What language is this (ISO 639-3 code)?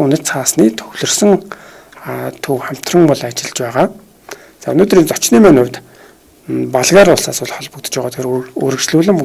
mon